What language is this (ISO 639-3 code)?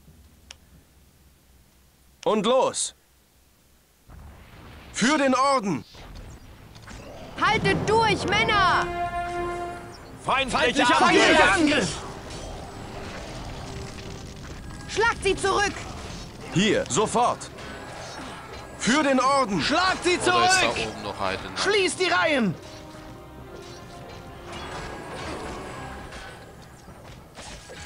deu